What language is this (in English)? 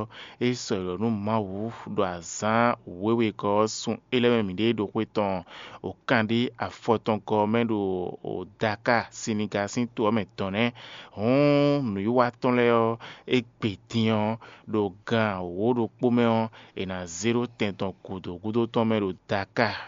Fon